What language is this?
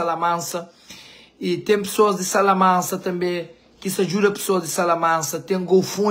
Kabuverdianu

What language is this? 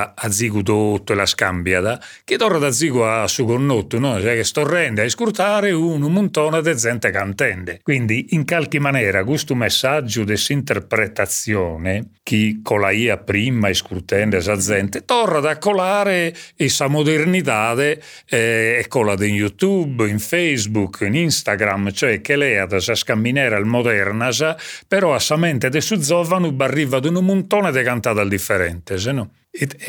Sardinian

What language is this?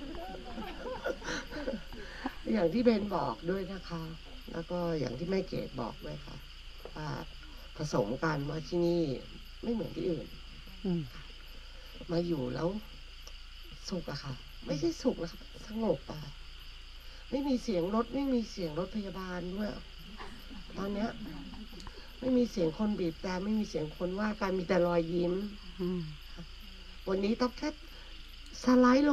Thai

